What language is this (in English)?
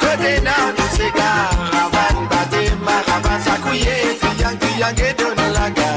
Morisyen